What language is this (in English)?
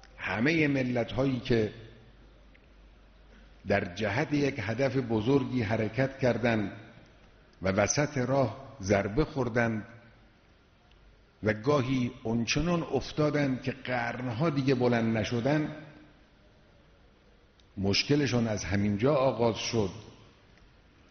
Persian